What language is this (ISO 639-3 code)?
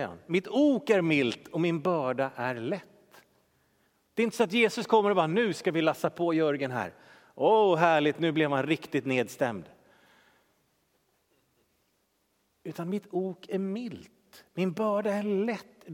swe